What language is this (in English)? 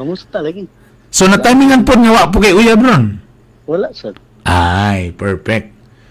Cebuano